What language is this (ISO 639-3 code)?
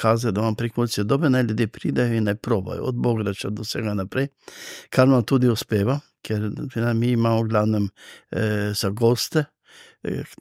slv